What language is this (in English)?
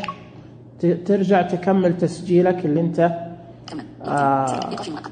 Najdi Arabic